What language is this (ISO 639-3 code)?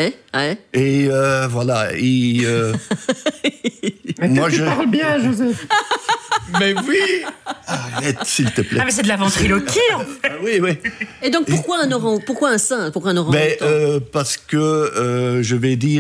fra